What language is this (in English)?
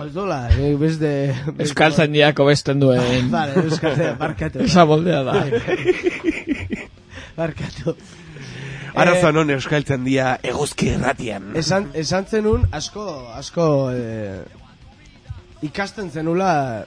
Basque